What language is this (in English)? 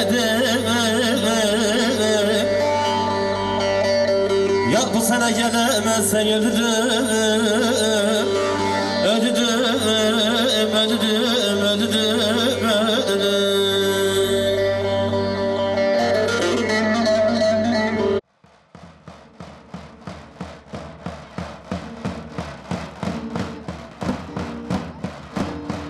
Turkish